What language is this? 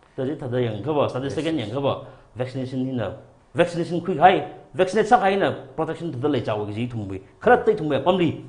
Tangkhul Naga (India)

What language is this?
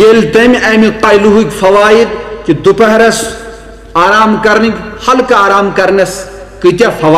Kashmiri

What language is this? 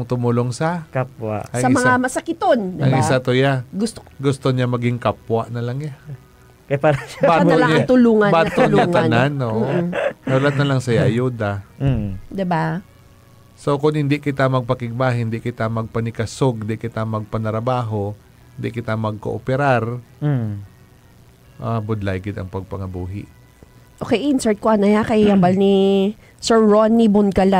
Hiligaynon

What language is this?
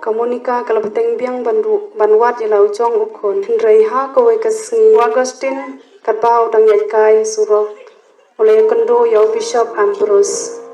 Khasi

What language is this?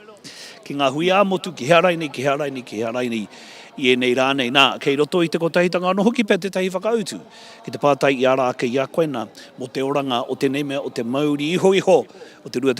Māori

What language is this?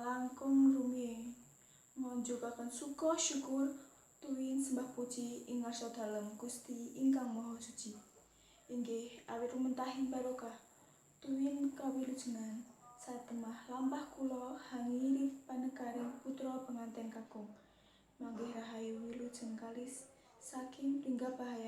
Javanese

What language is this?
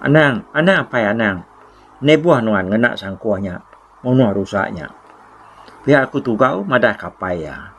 Iban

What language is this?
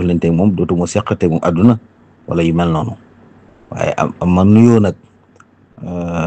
Wolof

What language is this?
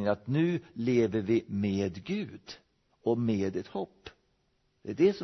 Swedish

